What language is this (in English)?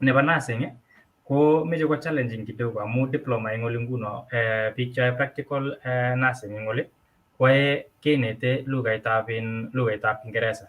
Kalenjin